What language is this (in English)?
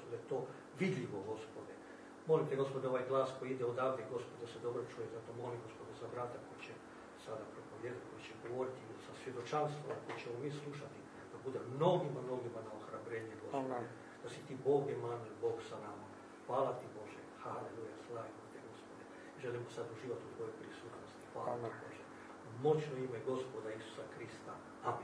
Croatian